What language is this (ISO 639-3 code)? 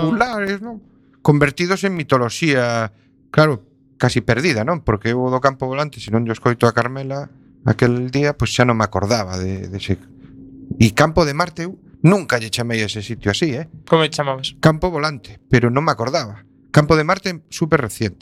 glg